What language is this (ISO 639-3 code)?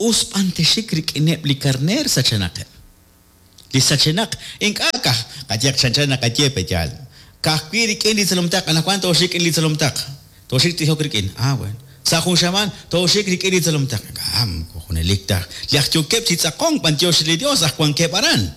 kek